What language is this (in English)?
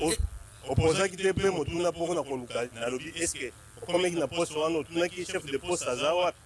Lingala